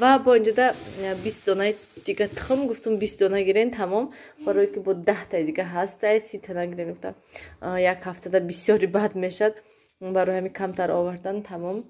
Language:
Tajik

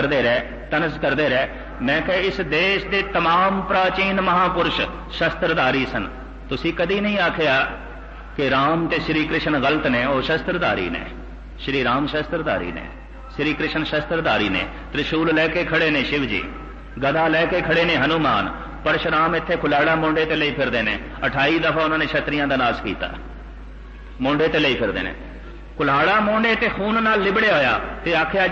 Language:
Punjabi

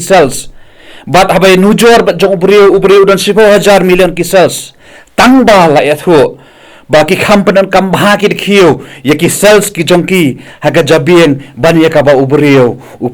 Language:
Khasi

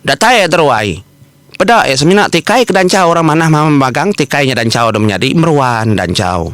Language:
Iban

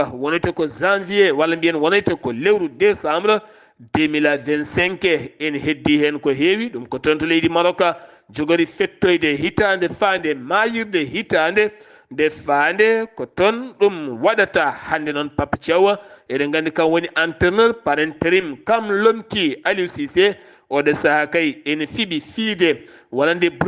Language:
Fula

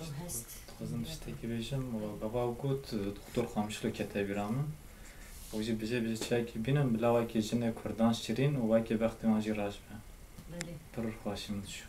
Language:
Kurdish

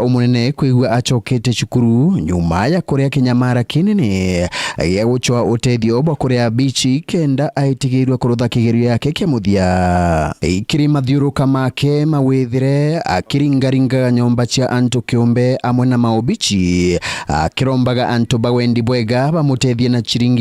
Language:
Meru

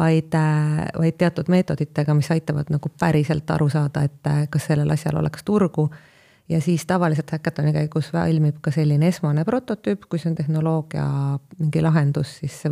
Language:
Estonian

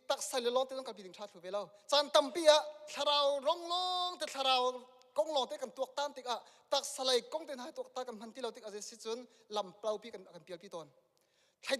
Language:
Hakha Chin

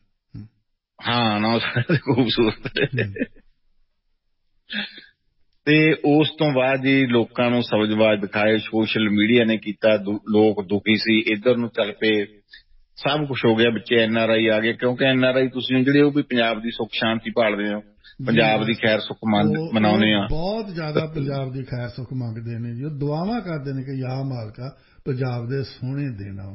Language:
Punjabi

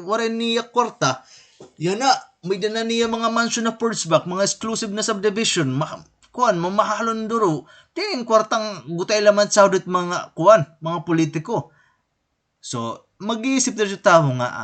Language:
Waray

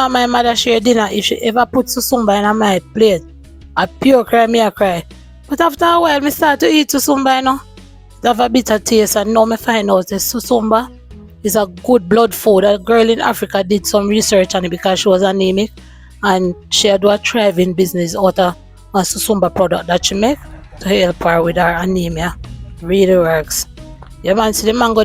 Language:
Jamaican Creole English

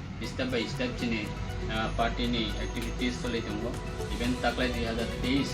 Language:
Riang (India)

